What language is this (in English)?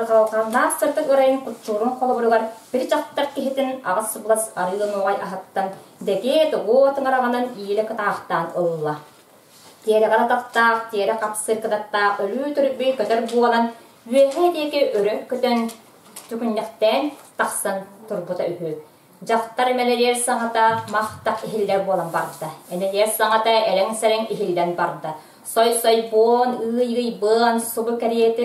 Yakut